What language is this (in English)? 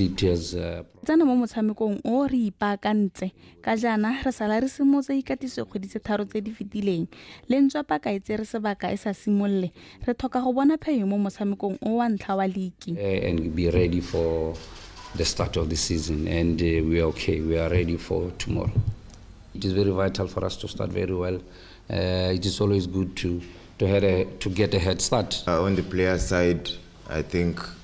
Tswana